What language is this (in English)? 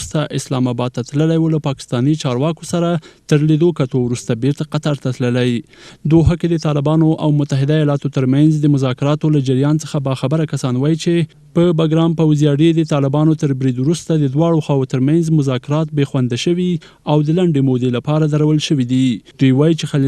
Pashto